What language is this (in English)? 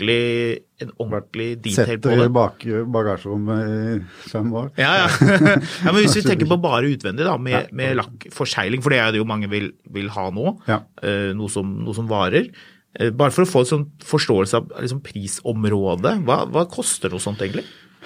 Norwegian